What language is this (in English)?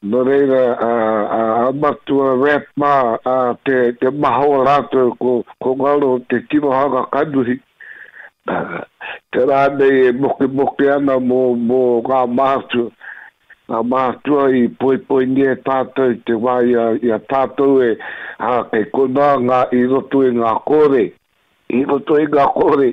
Māori